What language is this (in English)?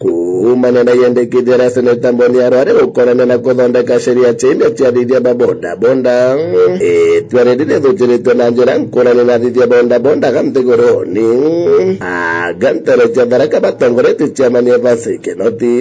Meru